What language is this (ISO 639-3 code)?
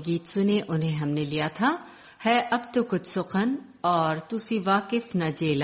hin